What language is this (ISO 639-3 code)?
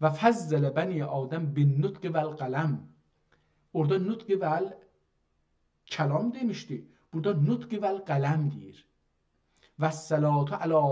azb